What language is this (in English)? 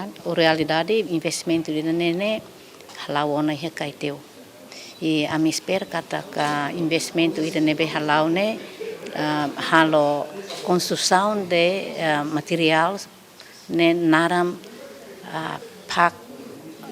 Tetum